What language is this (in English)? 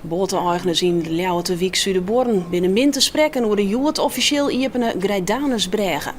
Western Frisian